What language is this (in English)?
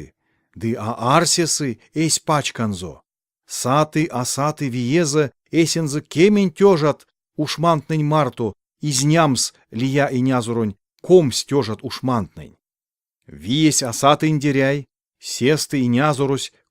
Erzya